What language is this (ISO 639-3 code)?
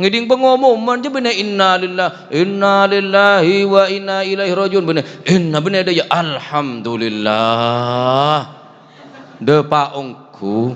mad